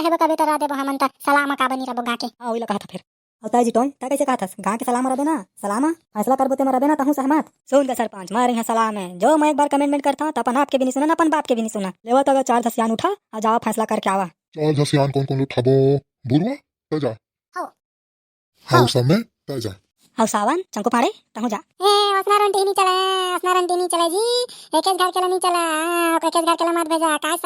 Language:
Chhattisgarhi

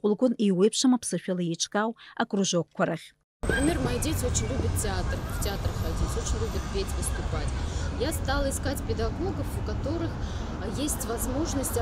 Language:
Abkhazian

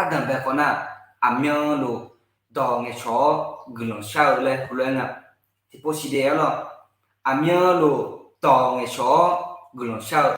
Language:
Akha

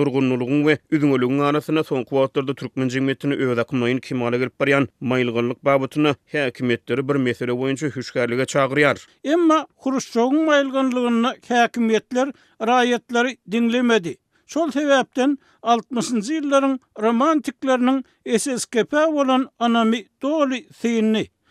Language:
Turkmen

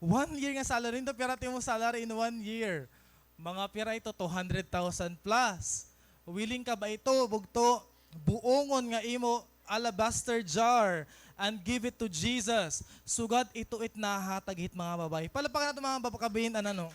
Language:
Waray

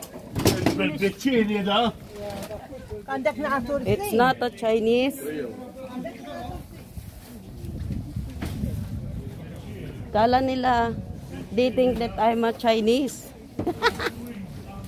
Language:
Filipino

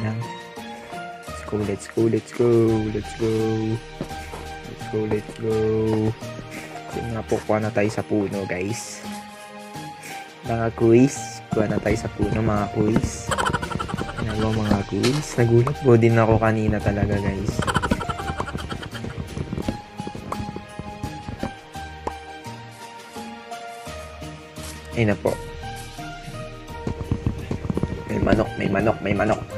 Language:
Filipino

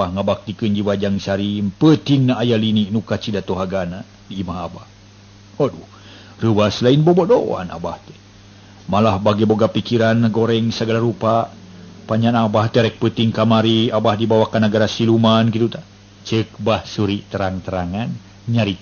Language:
Sundanese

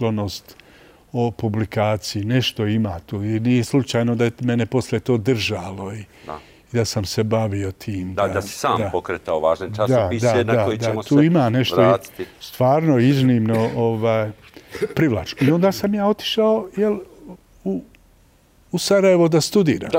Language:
Bosnian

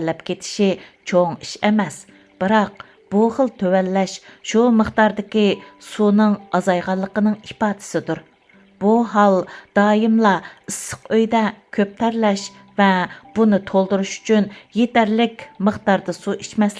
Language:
Uyghur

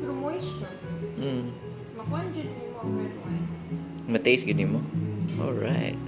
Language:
Cebuano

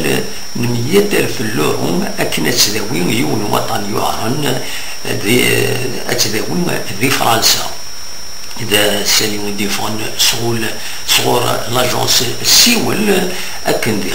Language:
Kabyle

